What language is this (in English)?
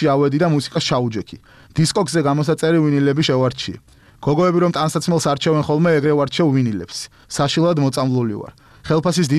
Georgian